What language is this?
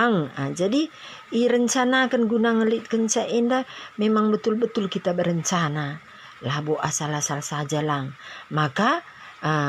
Batak Karo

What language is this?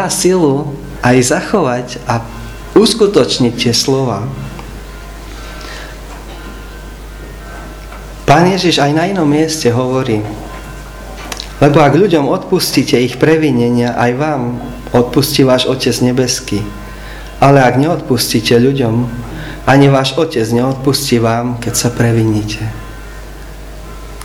Slovak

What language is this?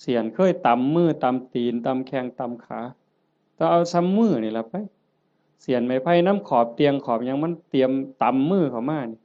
Northeastern Thai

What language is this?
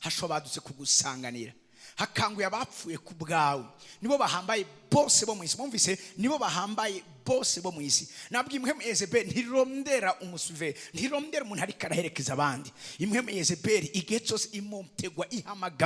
Rundi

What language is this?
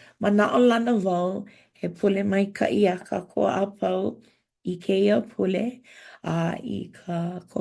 Hawaiian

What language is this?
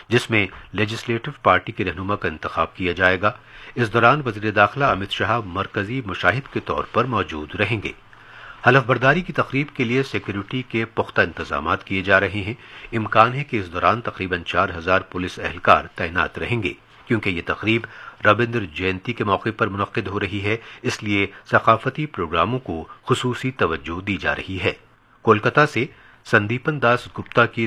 Urdu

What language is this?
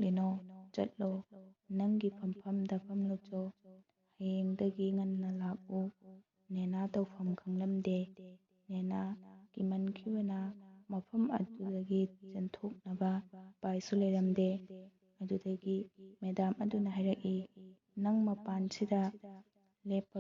Manipuri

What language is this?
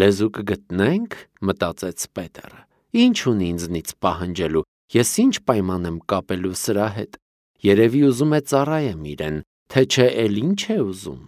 Armenian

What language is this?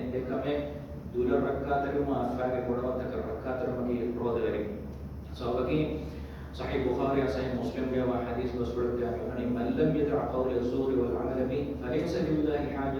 Divehi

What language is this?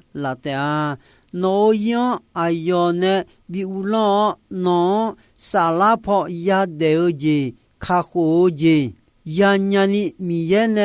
Akha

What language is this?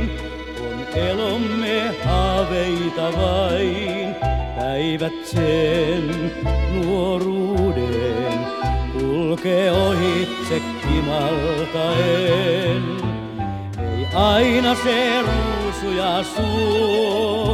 Finnish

